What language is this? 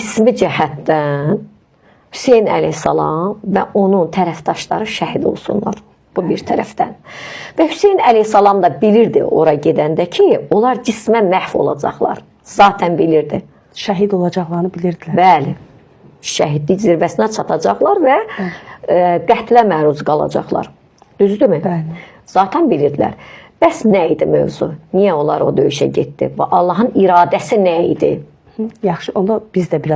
Azerbaijani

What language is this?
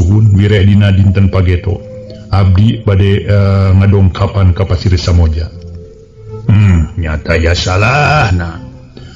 Sundanese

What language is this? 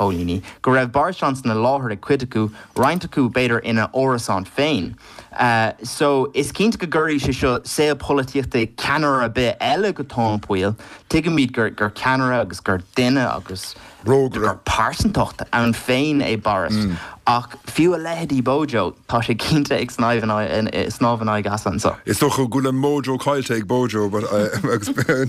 Irish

